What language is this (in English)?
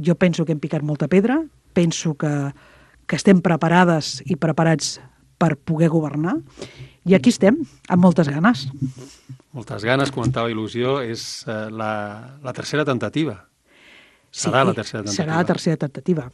Catalan